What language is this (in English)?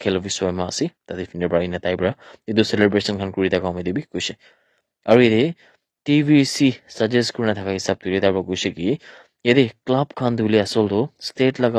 Naga Pidgin